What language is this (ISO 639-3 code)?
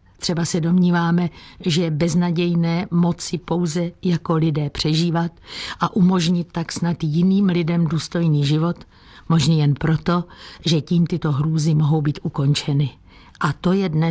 ces